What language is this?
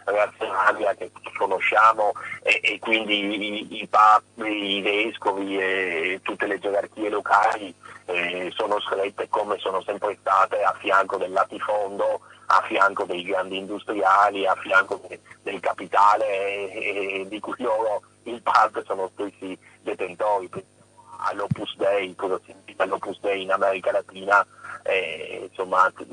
Italian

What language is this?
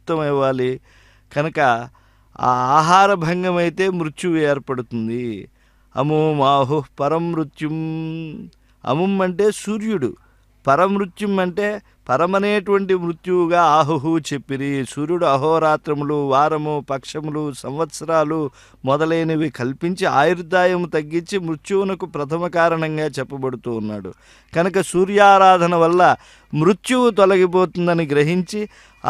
Telugu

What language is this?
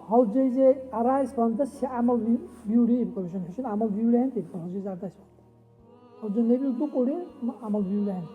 Dargwa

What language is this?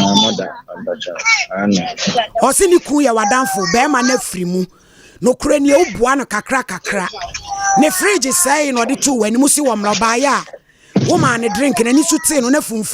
Akan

